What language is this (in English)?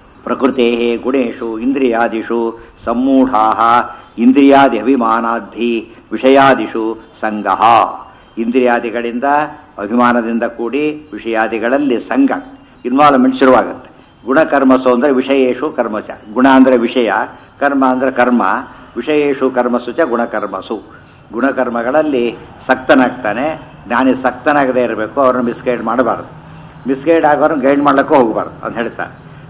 Kannada